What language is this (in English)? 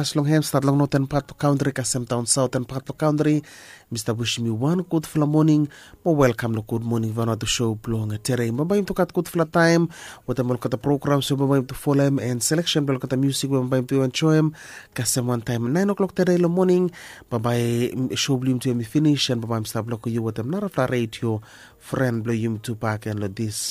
Bislama